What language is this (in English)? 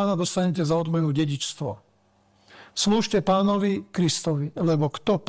Slovak